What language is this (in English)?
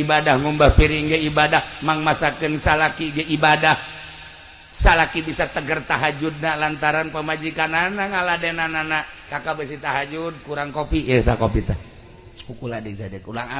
Sundanese